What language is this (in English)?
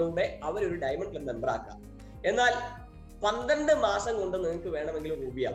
Malayalam